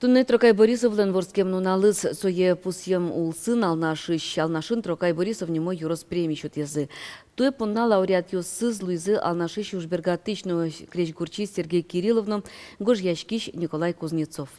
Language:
Udmurt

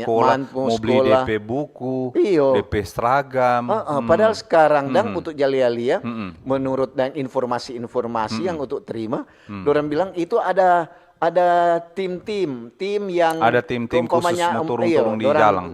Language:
Manado Malay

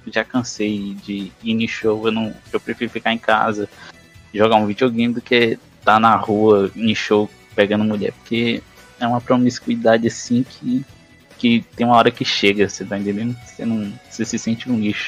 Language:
Portuguese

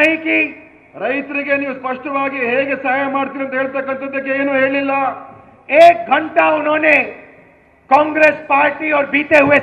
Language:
Kannada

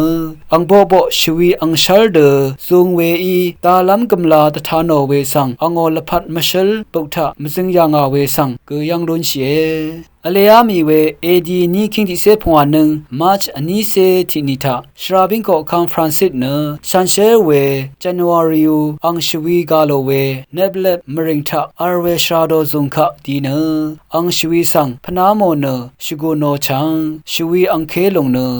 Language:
Rawang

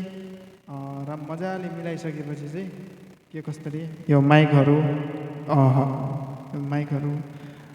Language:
Nepali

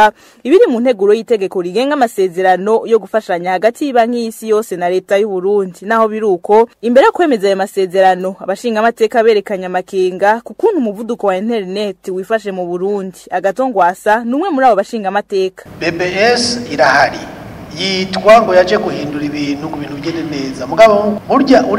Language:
Rundi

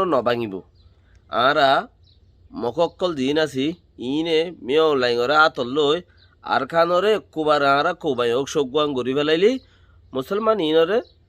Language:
Rohingya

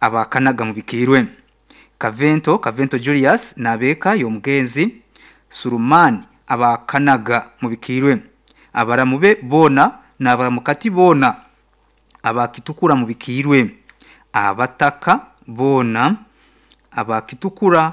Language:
Nyankole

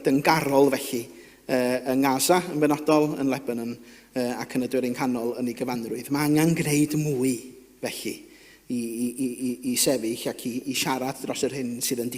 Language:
Welsh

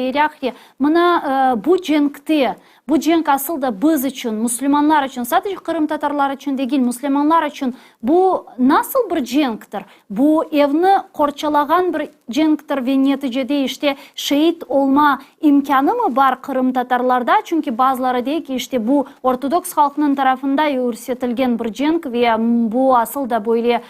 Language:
Crimean Tatar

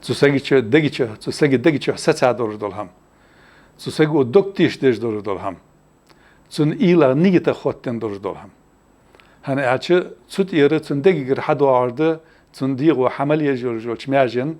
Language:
Ingush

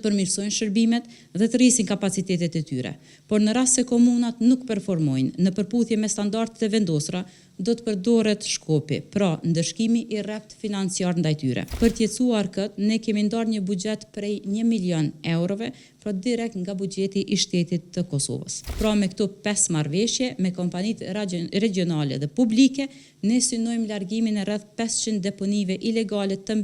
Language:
Albanian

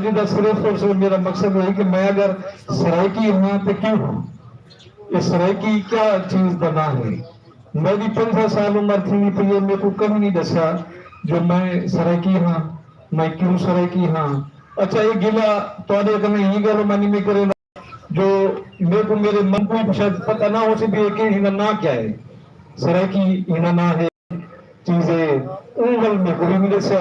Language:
Saraiki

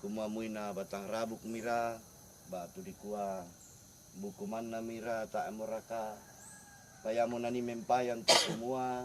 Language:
Toraja-Sa'dan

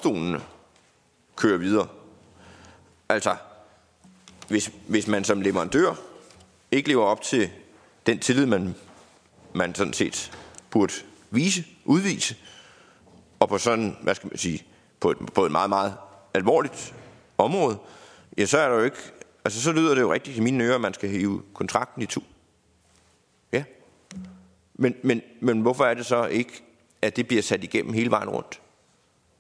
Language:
Danish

